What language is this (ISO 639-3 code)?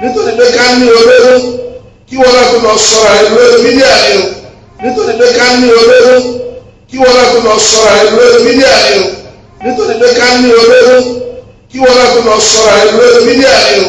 yor